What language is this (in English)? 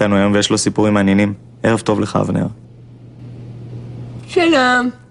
Hebrew